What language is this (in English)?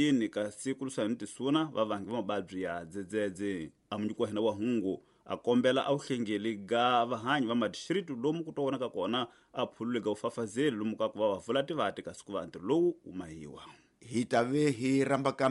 Tsonga